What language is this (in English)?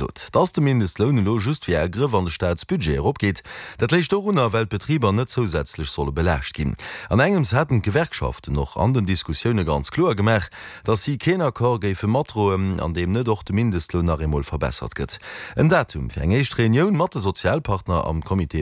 Luxembourgish